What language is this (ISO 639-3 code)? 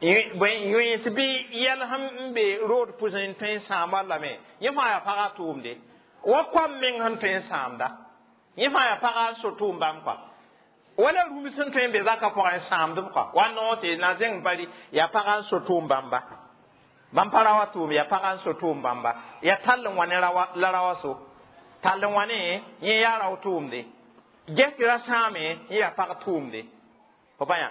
mos